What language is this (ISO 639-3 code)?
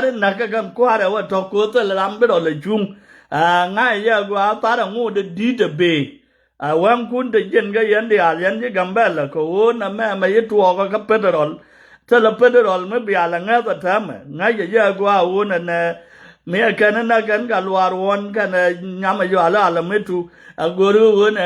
nus